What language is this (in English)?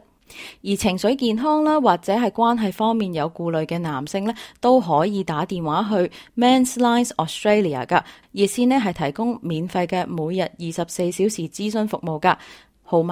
Cantonese